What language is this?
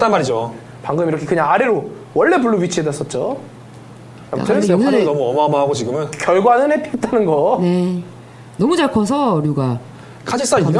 Korean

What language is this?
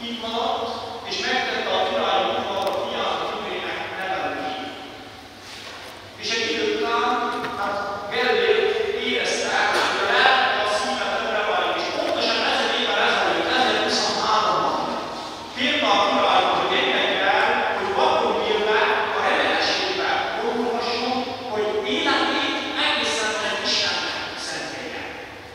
Hungarian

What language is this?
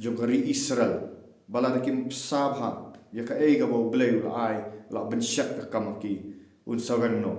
Khasi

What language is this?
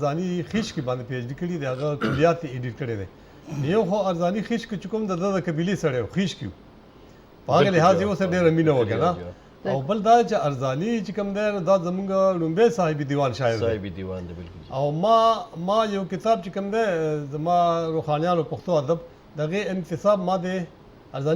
Pashto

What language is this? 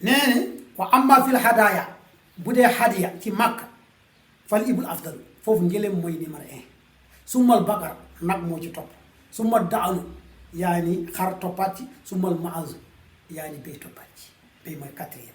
Wolof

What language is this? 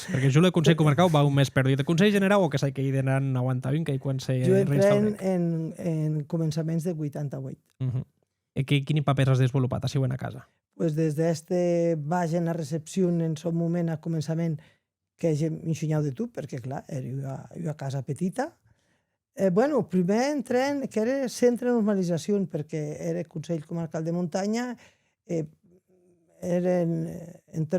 Occitan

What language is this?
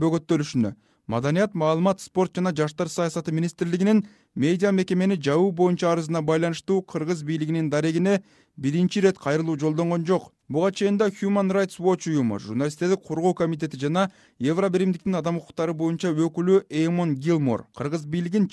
Kyrgyz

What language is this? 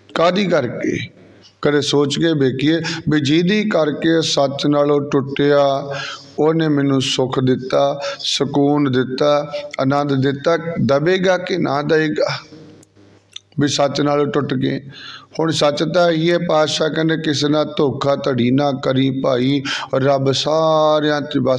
Punjabi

